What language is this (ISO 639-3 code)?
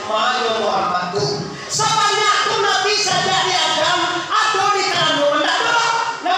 min